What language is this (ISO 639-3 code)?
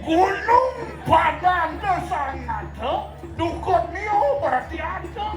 ban